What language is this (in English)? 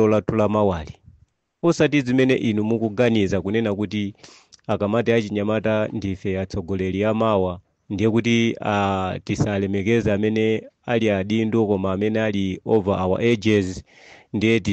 Nyanja